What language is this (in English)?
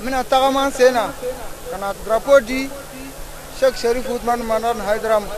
Bambara